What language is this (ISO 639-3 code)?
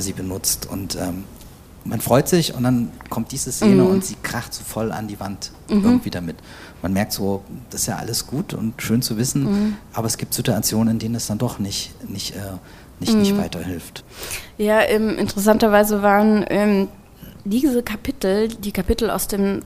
deu